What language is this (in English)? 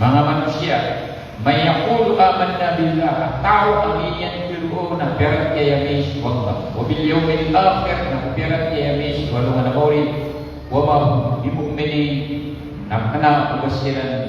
Maranao